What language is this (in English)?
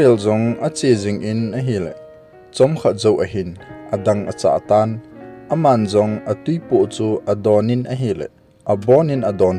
Thado Chin